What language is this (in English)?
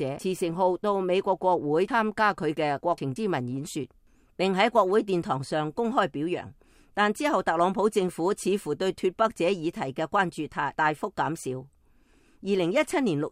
Cantonese